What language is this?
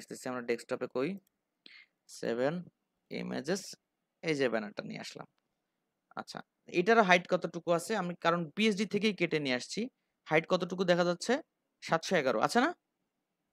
Bangla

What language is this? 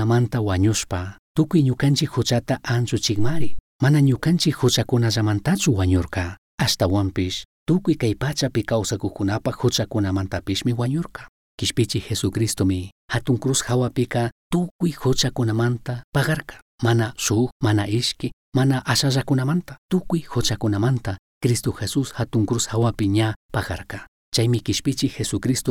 Chimborazo Highland Quichua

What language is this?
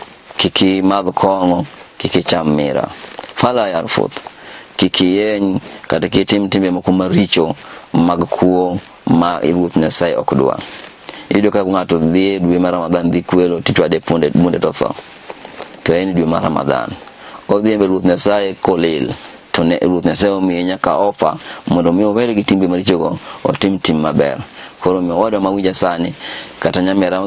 Luo (Kenya and Tanzania)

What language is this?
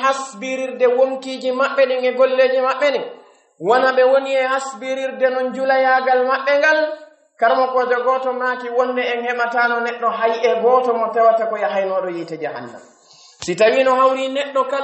Pular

